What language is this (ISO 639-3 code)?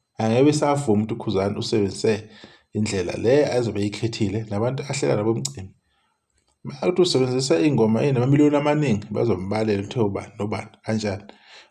zul